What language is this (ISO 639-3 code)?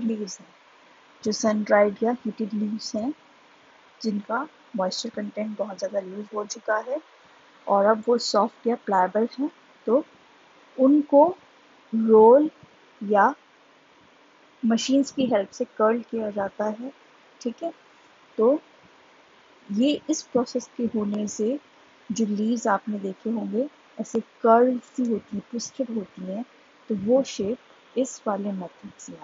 hin